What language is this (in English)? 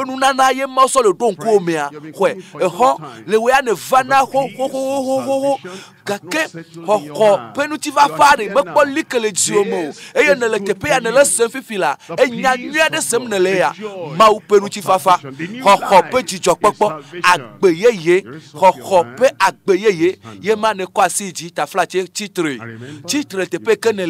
Ewe